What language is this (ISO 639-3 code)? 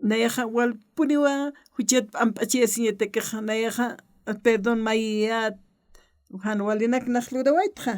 aym